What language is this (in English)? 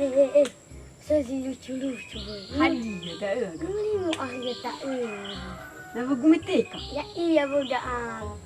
Nias